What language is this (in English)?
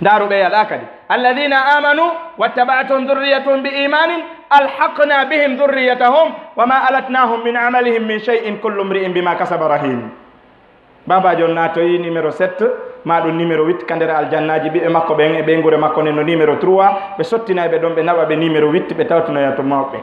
Fula